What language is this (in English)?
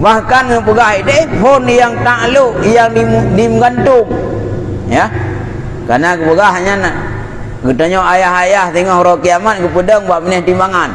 Achinese